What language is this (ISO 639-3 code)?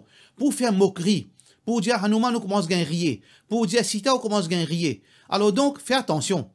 mfe